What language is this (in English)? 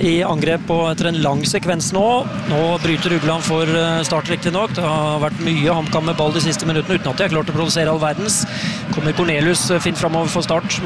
Norwegian